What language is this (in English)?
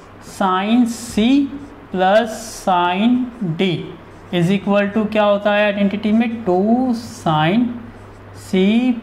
Hindi